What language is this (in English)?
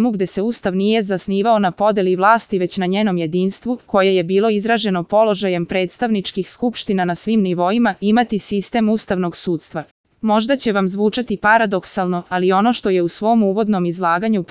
Serbian